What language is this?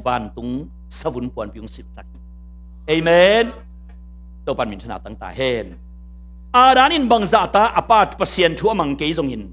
Tedim Chin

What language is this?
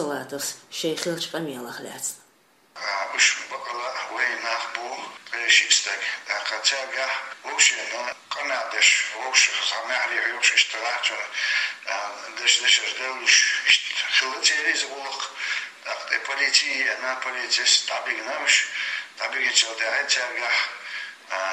Chechen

